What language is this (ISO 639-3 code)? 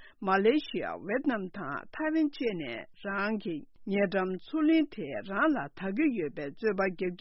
bod